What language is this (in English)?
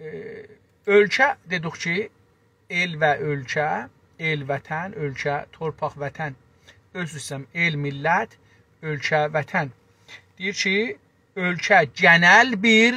South Azerbaijani